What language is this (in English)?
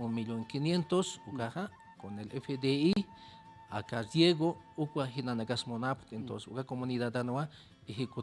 Aymara